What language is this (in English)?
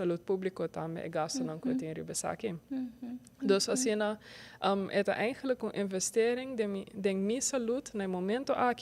Papiamento